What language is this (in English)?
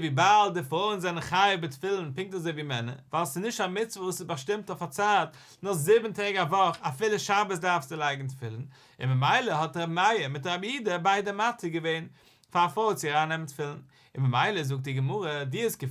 Yiddish